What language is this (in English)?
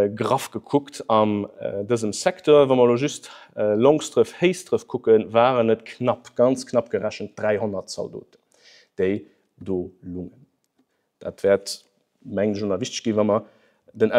Luxembourgish